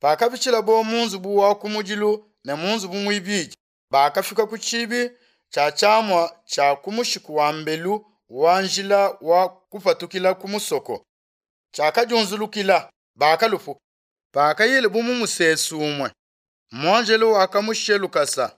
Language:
Luba-Lulua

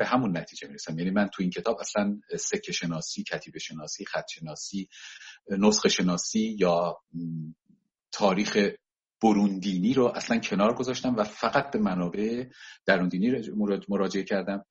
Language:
Persian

